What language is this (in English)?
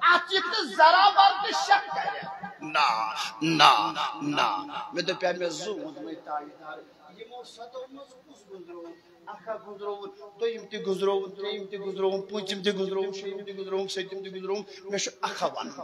Kashmiri